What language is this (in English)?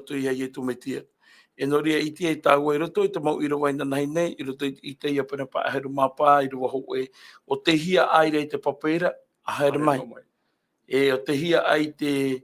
Tahitian